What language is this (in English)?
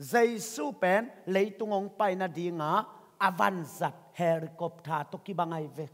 Tedim Chin